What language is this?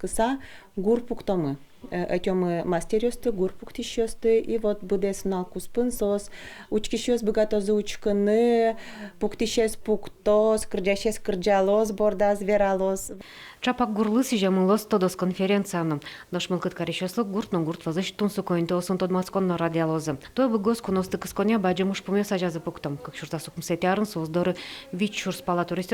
Udmurt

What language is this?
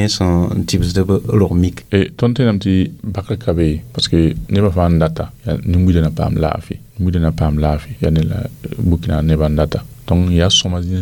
Mossi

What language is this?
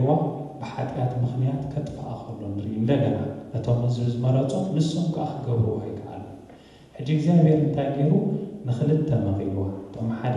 Tigrinya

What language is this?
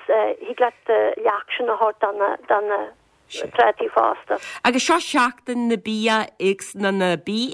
Irish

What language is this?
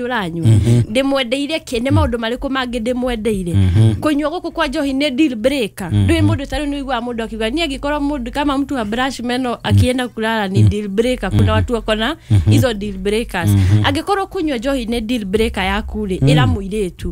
Kikuyu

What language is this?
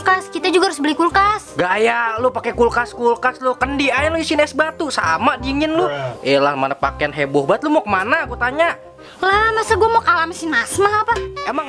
Betawi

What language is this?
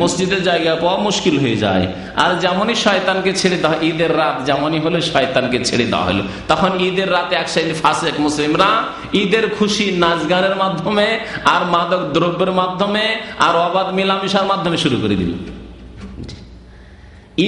Bangla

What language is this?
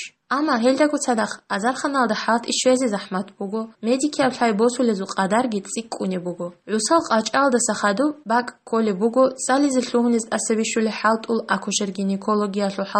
Avaric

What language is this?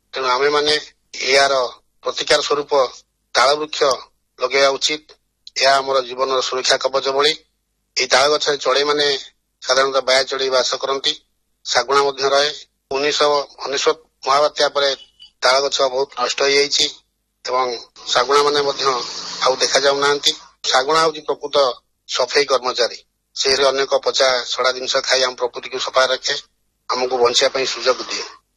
Odia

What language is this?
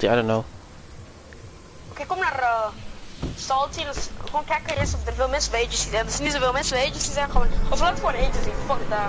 Dutch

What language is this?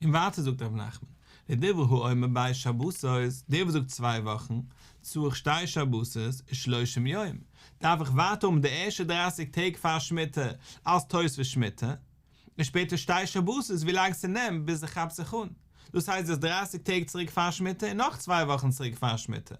Yiddish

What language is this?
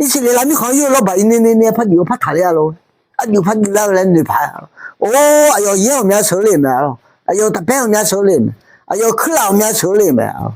Akha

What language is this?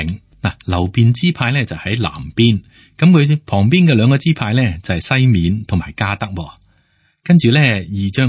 Cantonese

